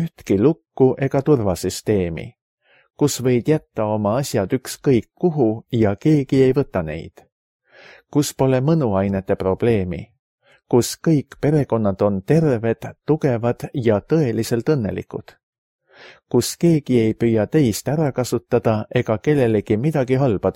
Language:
Estonian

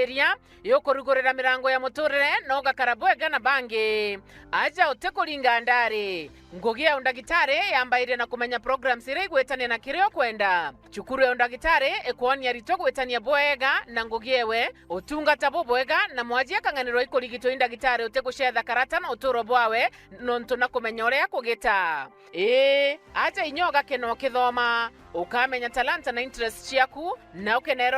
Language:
Meru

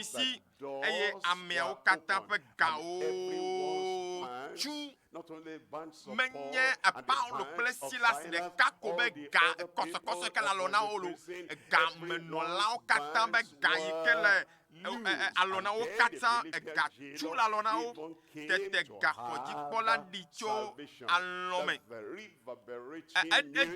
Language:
Ewe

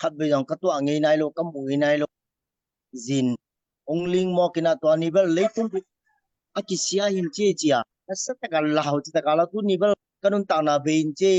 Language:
Tedim Chin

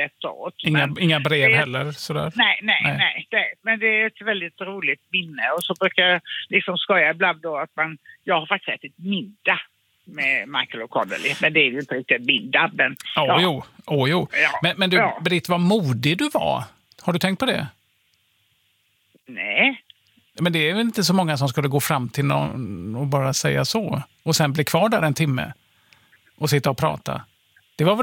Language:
Swedish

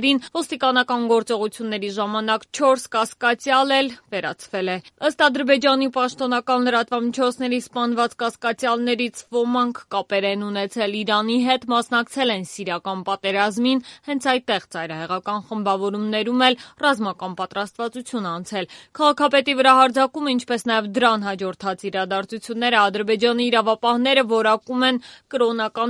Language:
Armenian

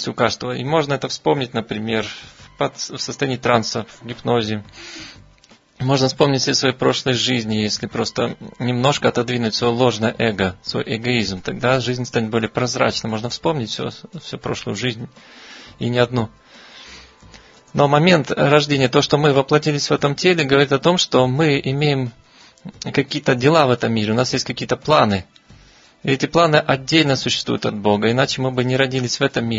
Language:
Russian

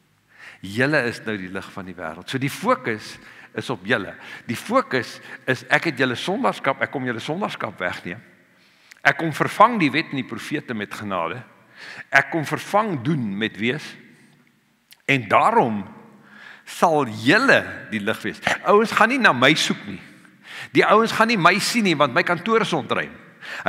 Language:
Afrikaans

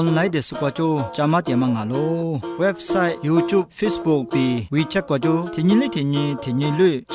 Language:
Lisu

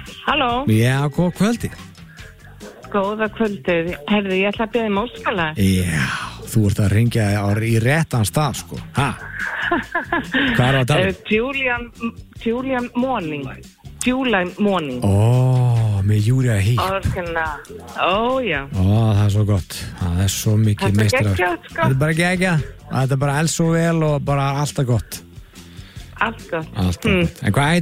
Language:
Icelandic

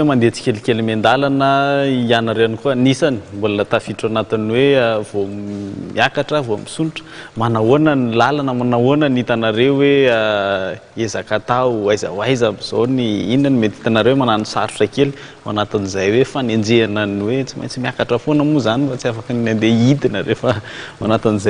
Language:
Malagasy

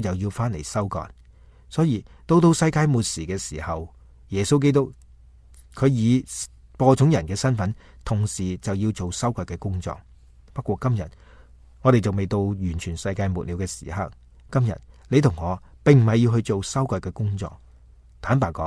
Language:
Cantonese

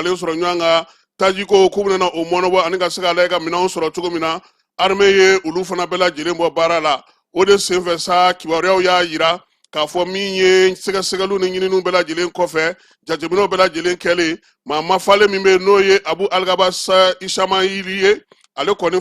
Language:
Bambara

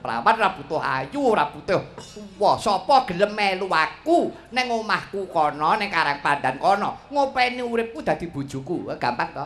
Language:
Javanese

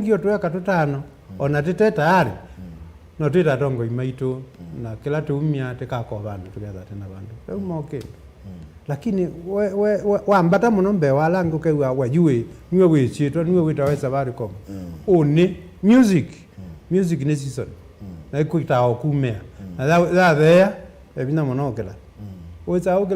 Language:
Kamba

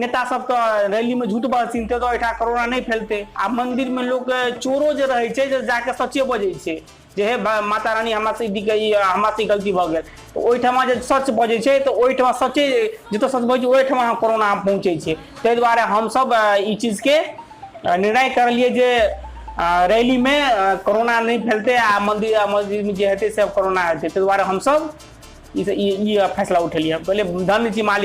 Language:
Maithili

